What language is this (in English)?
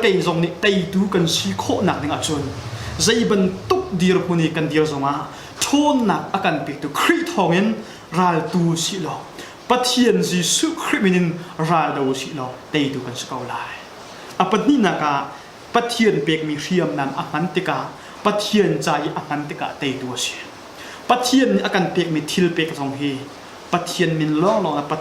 Hakha Chin